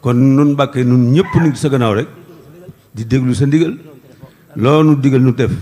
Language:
Wolof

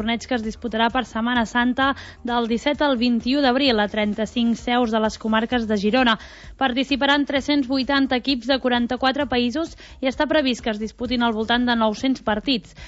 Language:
Catalan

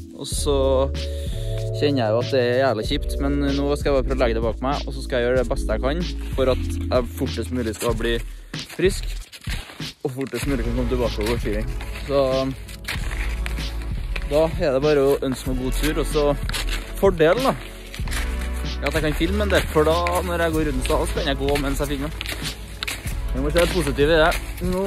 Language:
Norwegian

